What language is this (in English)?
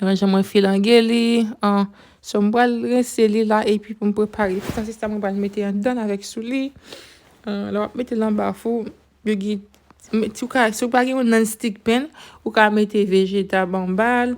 Haitian Creole